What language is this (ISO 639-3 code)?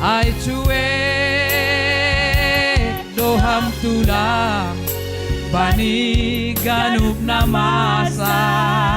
bts